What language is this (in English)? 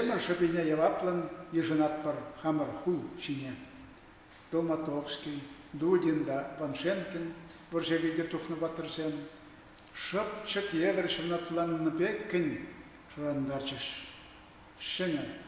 Chuvash